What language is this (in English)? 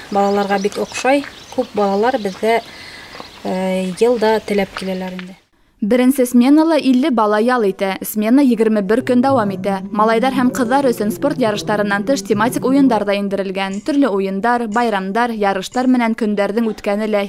Bashkir